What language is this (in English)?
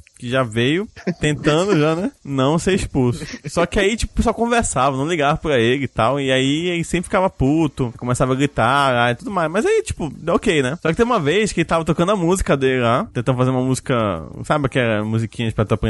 Portuguese